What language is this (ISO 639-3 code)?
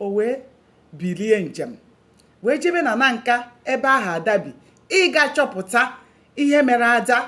ibo